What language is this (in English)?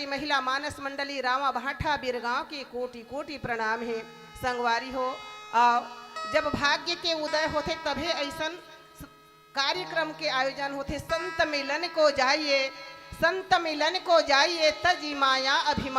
Chhattisgarhi